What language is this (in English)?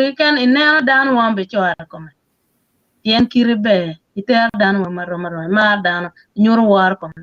Acoli